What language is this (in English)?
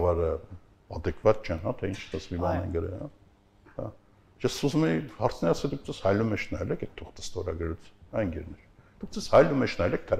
Armenian